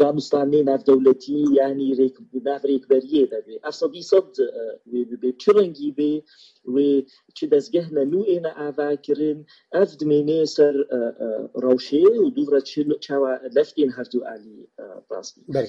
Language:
Kurdish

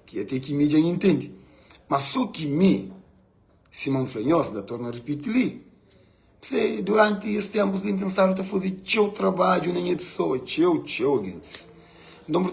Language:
Kabuverdianu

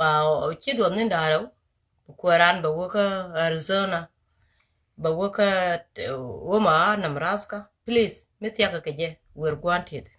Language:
Nuer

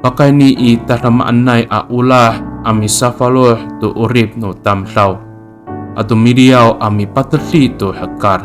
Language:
Amis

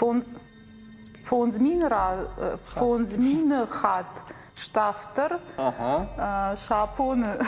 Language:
Ossetic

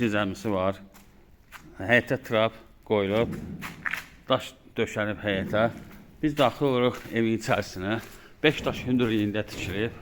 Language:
Azerbaijani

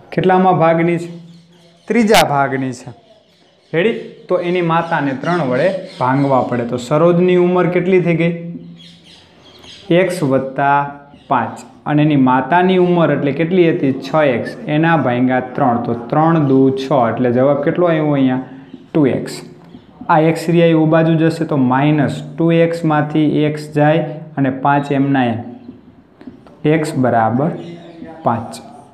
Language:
Gujarati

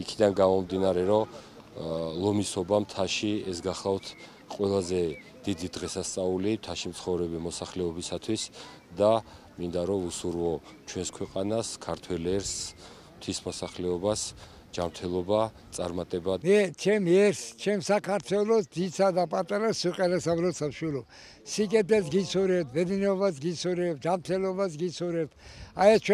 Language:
Georgian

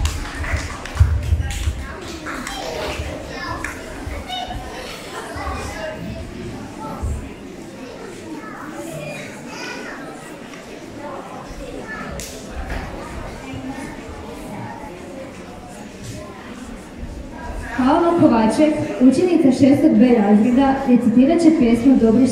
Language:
Croatian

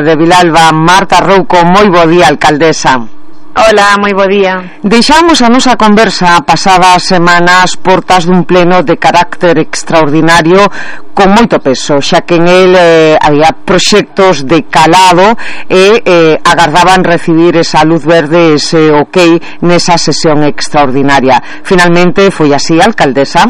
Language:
Galician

